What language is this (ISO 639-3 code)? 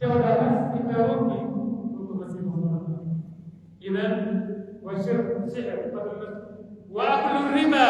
fuf